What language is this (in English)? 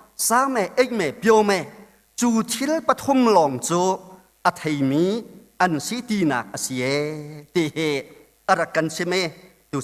Hakha Chin